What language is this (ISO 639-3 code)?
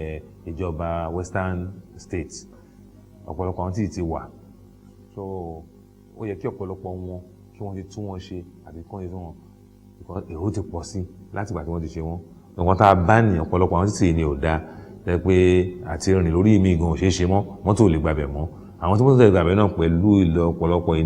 yor